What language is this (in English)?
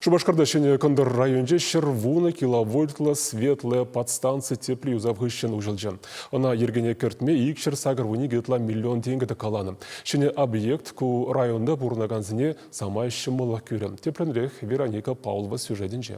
Chuvash